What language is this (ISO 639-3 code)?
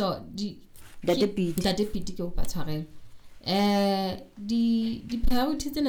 sot